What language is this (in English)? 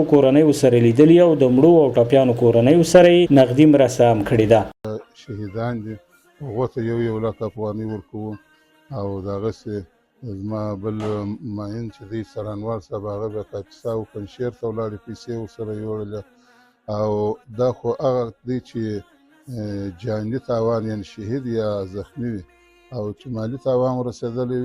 Pashto